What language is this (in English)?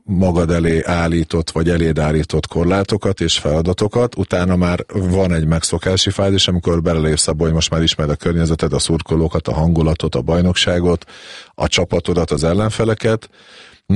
Hungarian